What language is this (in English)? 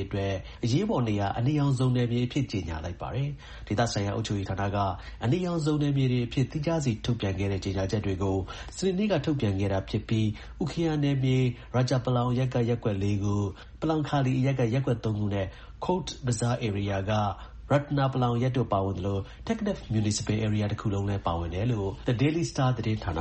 Burmese